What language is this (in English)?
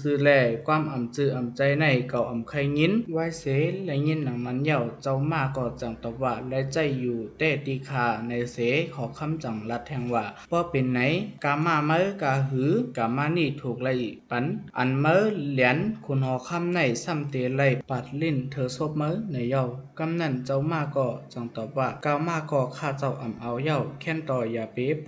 Shan